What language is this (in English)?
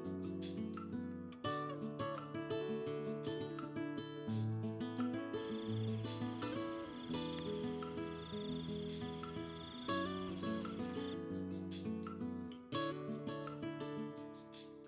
S'gaw Karen